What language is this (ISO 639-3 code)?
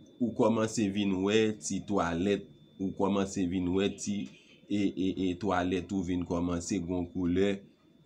hat